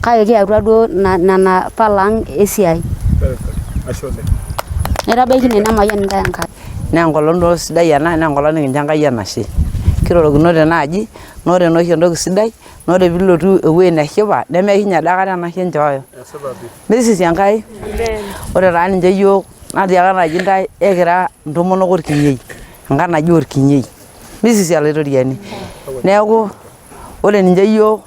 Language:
Masai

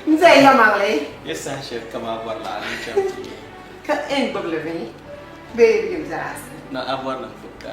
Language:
Dagbani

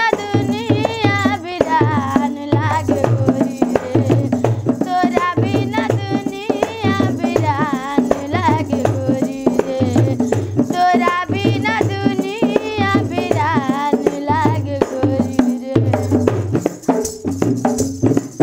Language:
Bhojpuri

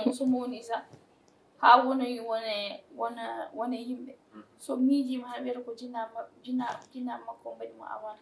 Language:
Fula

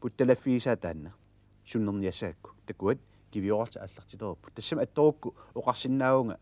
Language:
Kalaallisut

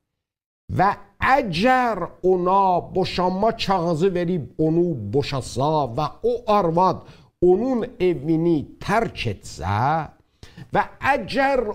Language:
South Azerbaijani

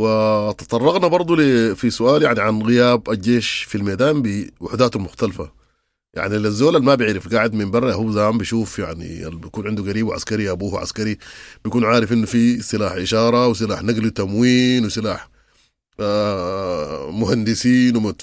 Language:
Sudanese Arabic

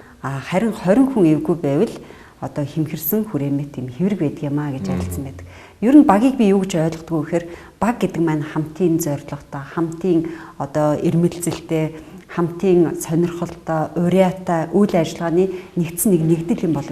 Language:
Mongolian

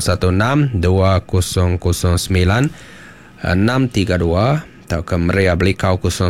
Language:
Iban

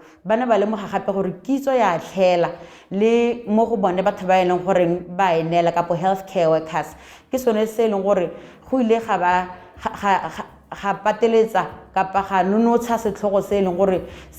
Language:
Tswana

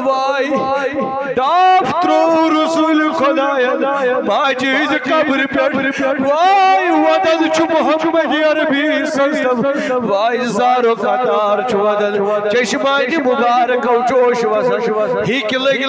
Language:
Kashmiri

